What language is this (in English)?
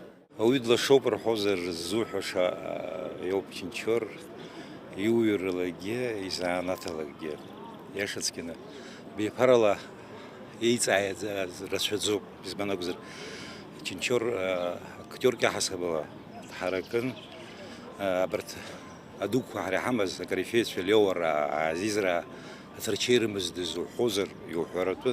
Abkhazian